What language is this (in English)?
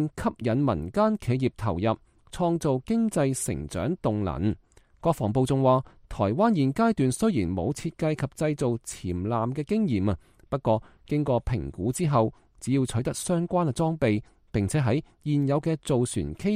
Cantonese